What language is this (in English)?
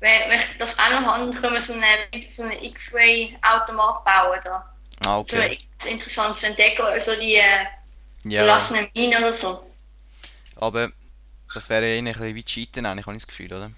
Swiss German